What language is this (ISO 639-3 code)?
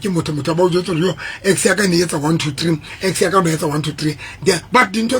sot